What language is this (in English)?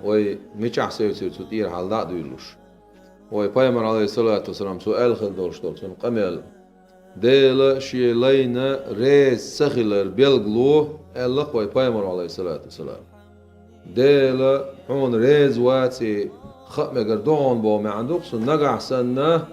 Chechen